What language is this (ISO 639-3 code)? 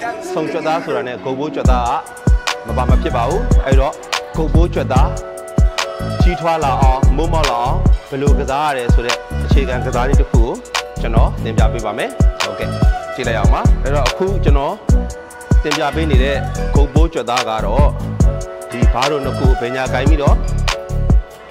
mya